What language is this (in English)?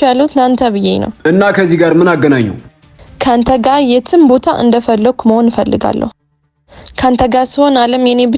Amharic